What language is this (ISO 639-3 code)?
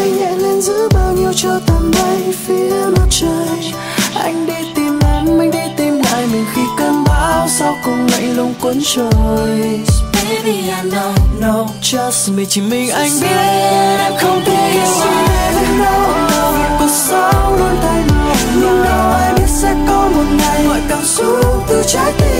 vie